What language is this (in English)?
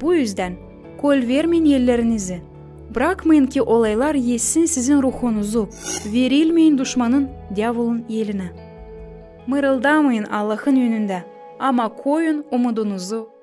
Gagauz